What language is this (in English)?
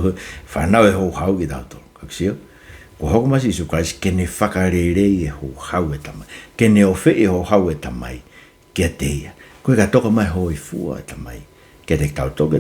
Tongan